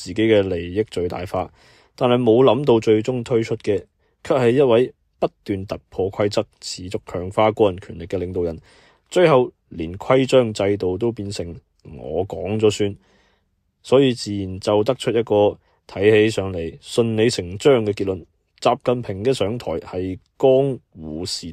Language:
Cantonese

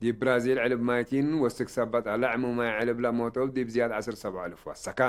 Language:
Tigre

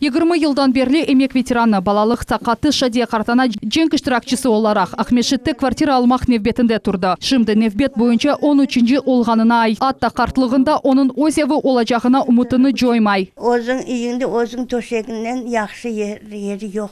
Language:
Crimean Tatar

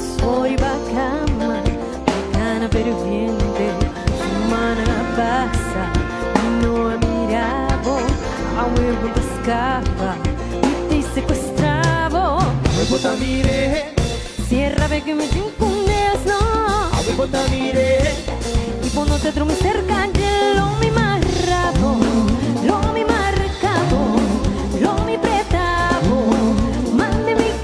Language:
Papiamento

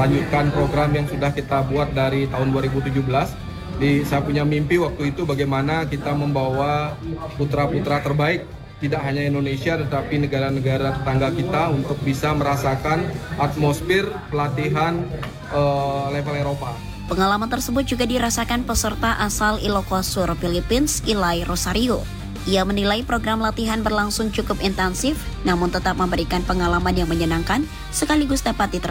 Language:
Indonesian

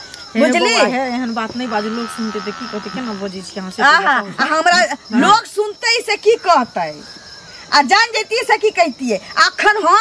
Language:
Maithili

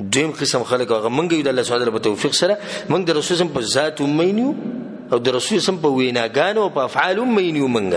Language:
Pashto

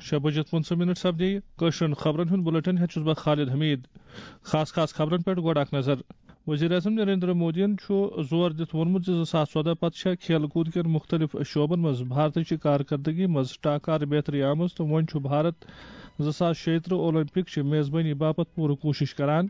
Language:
Kashmiri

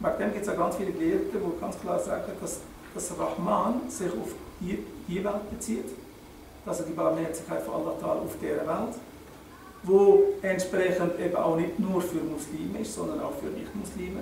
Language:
Swiss German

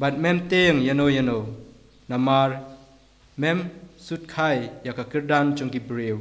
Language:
Khasi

